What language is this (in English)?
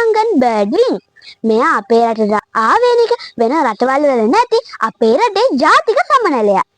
Sinhala